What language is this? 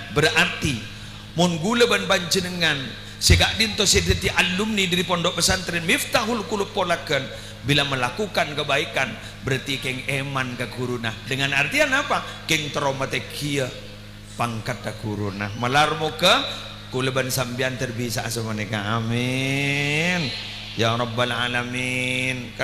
Madurese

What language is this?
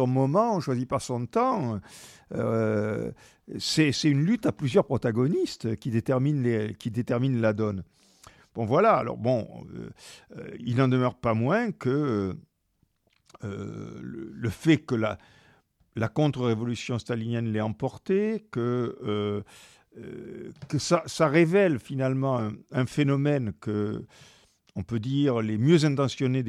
French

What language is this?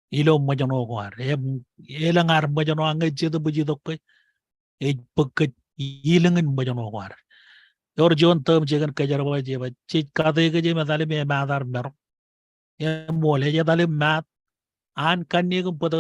Marshallese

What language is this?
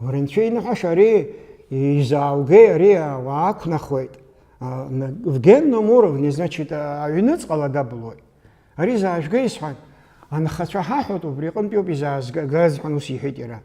Abkhazian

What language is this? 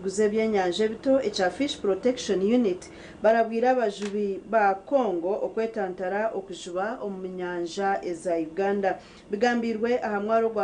Nyankole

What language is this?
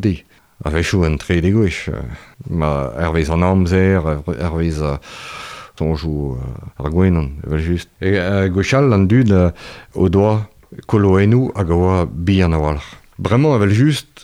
Breton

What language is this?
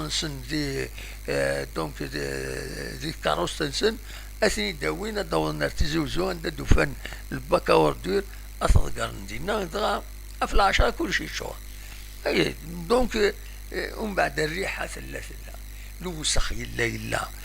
Kabyle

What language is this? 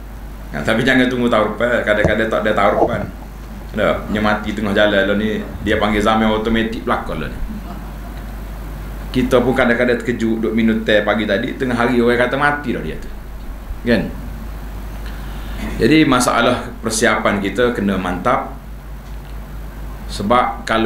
Malay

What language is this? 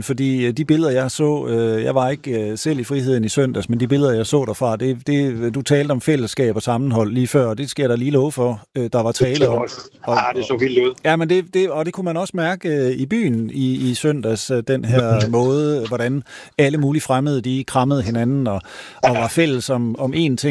Danish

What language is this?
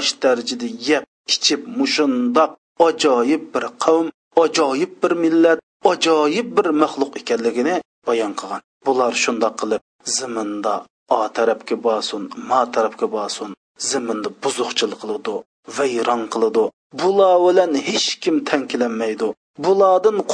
Uyghur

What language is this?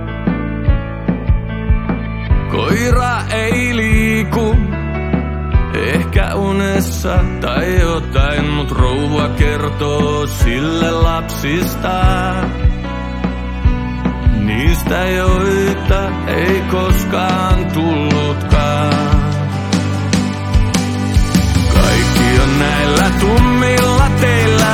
Finnish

